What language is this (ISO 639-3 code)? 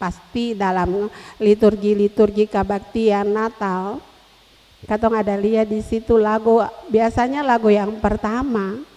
abs